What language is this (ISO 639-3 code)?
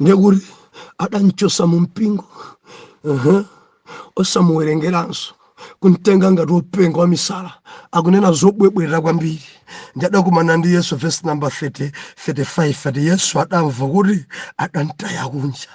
nya